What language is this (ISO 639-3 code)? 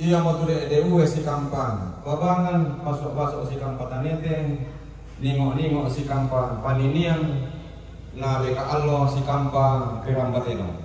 sda